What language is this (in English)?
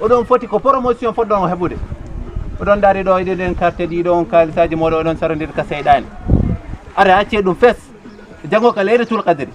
Fula